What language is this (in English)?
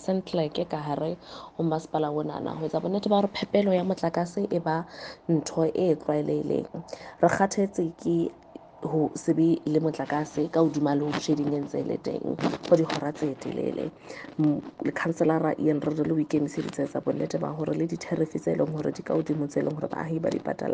Southern Sotho